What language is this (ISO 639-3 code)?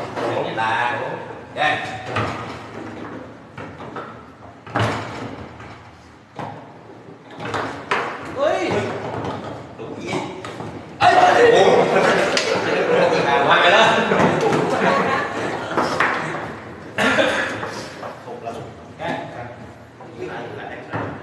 vie